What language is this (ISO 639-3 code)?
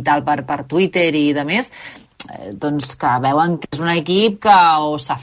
cat